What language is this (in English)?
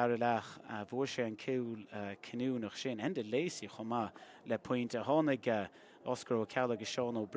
Irish